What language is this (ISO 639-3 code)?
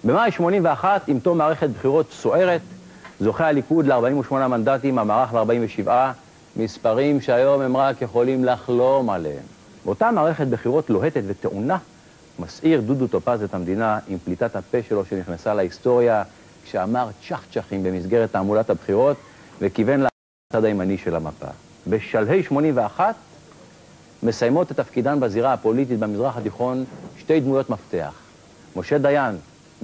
heb